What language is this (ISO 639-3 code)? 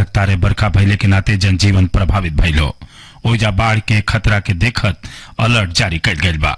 bho